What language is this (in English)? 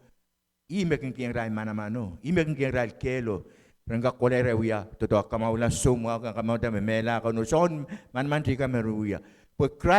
Pohnpeian